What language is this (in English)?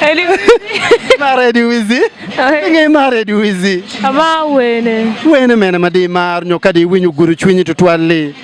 Acoli